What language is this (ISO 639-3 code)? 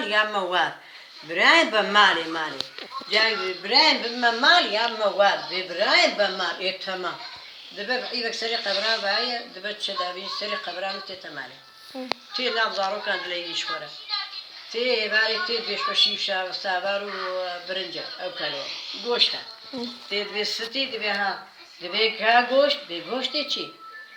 kur